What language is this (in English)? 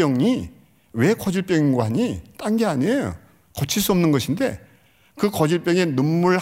Korean